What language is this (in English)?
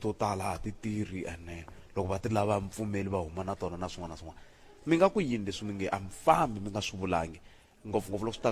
Tsonga